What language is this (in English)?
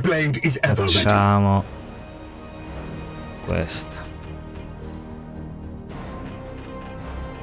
Italian